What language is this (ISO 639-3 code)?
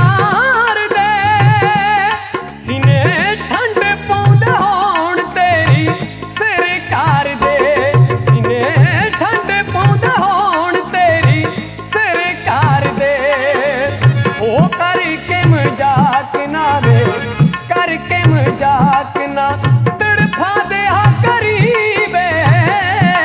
pan